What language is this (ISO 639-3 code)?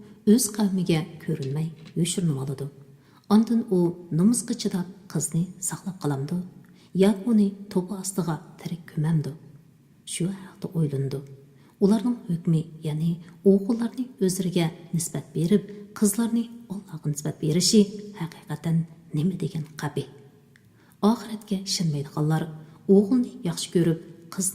uig